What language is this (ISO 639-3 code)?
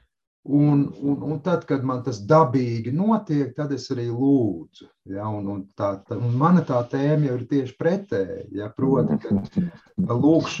lav